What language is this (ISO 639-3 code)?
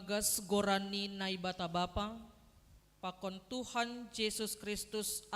bts